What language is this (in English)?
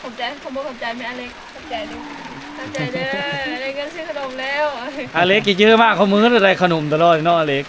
Lao